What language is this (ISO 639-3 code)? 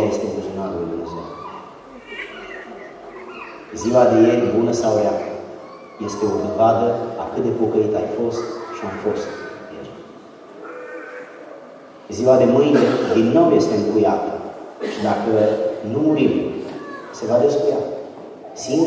ron